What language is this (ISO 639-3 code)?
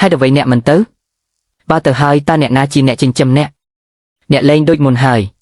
khm